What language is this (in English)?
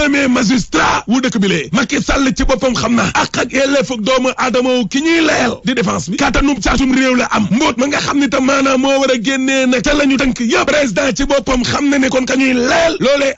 Wolof